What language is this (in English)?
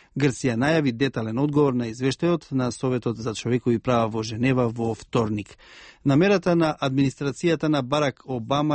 Macedonian